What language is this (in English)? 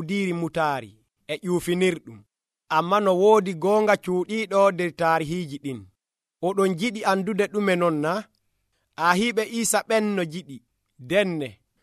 Nigerian Fulfulde